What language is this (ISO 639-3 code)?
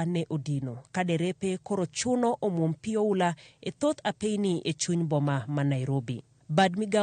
luo